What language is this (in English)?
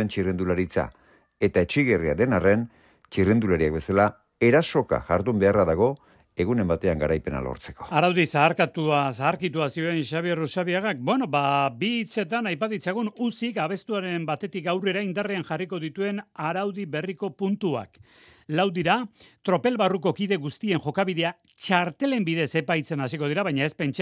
Basque